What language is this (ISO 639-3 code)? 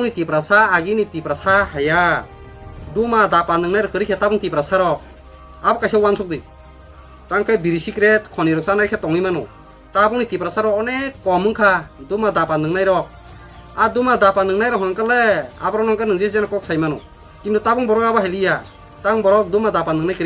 trp